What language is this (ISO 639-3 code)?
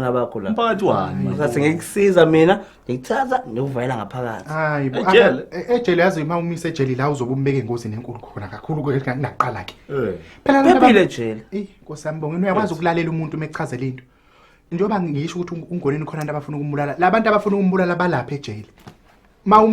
zul